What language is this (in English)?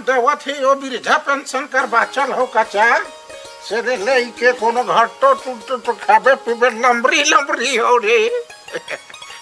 Sadri